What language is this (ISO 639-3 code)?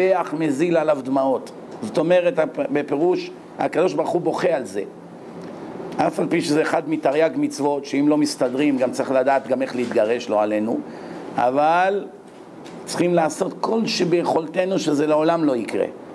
heb